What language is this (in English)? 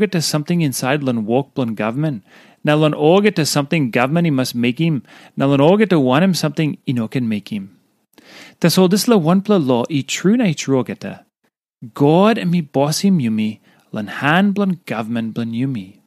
Tok Pisin